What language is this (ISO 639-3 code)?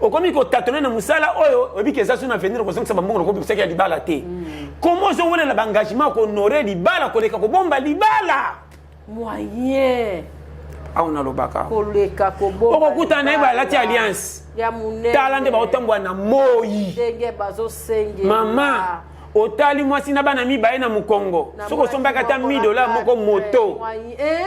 lin